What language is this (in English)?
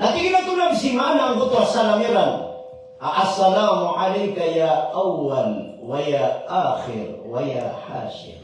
Maranao